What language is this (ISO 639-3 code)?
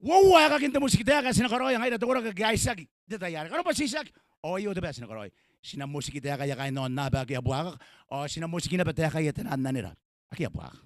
gil